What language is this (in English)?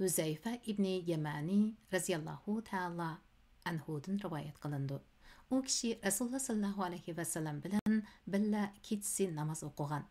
Uyghur